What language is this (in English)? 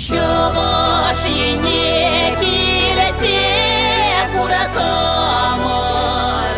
Chuvash